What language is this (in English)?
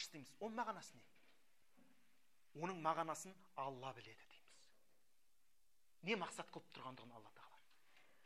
Kazakh